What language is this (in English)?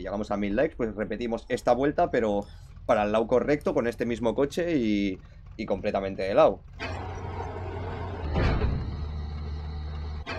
Spanish